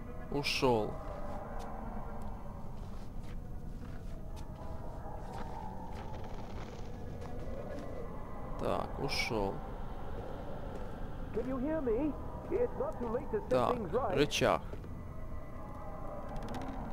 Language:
Russian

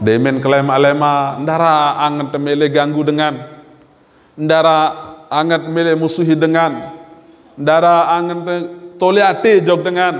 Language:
Sasak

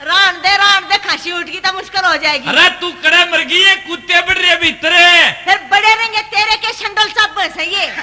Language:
Haryanvi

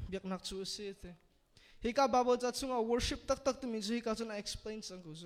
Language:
Hakha Chin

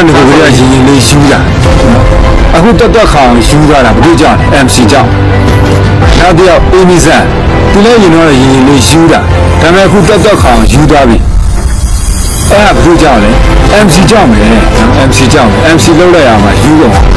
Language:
Burmese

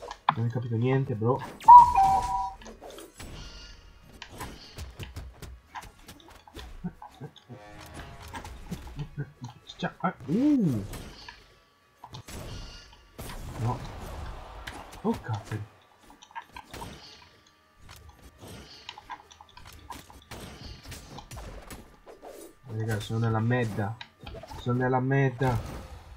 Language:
Italian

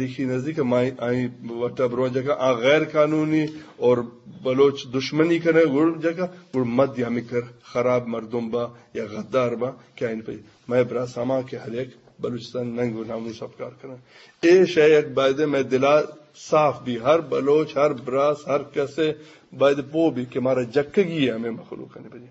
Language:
Eastern Balochi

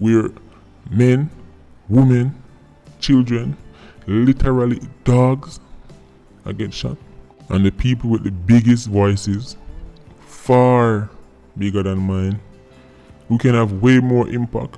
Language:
Jamaican Creole English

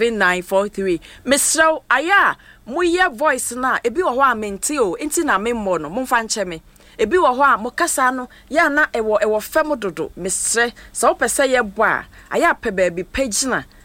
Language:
Akan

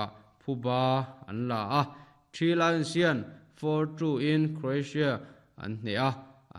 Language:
Mizo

